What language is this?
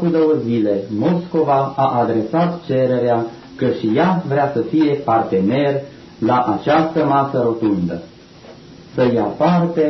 Romanian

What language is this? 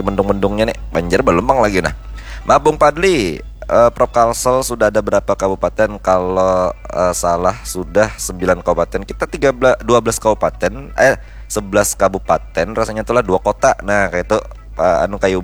Banjar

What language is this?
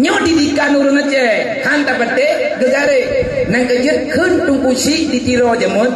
Achinese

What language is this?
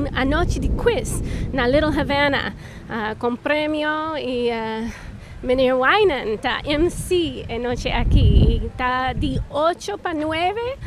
Papiamento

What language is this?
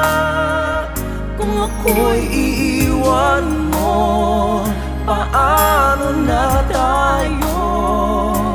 Filipino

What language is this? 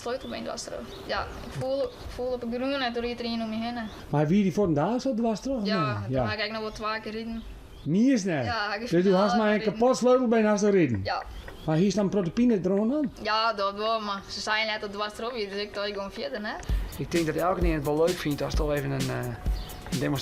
Western Frisian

